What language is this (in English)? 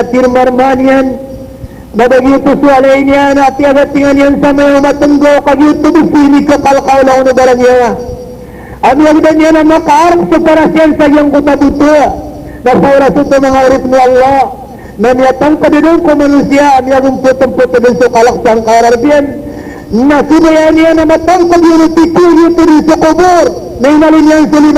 Maranao